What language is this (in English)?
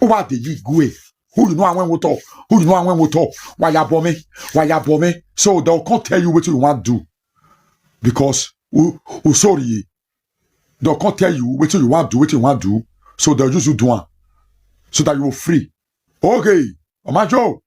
Nigerian Pidgin